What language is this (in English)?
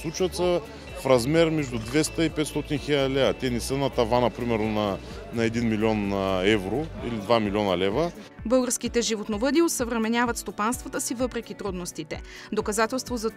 Bulgarian